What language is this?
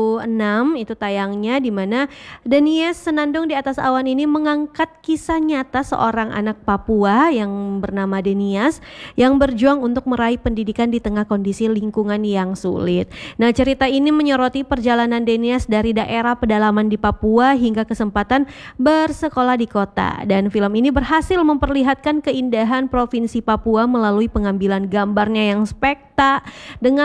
Indonesian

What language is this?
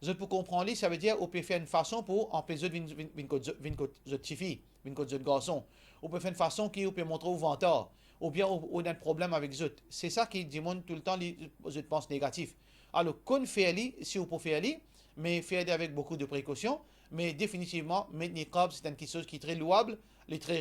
Morisyen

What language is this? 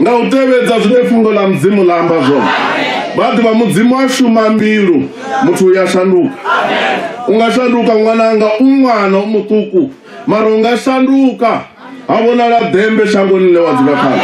Venda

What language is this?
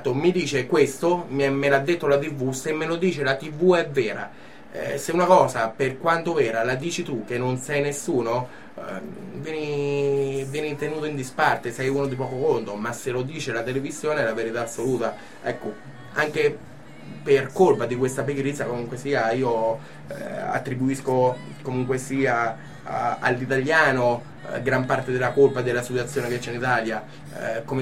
Italian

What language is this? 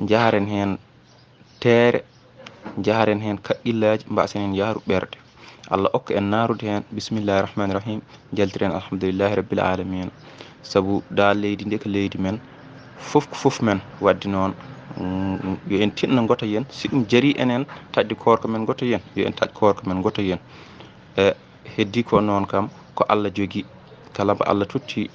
Fula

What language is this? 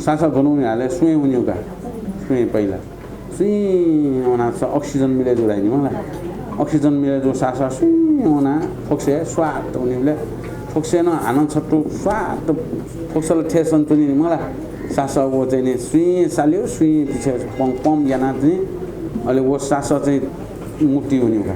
Newari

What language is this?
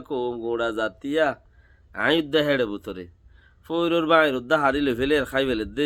Rohingya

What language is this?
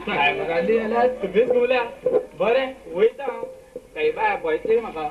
Konkani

